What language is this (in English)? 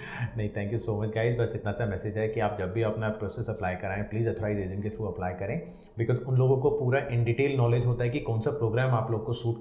Hindi